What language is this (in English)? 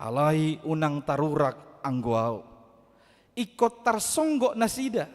Batak Toba